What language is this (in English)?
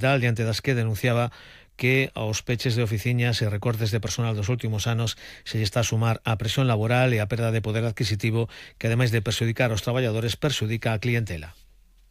Galician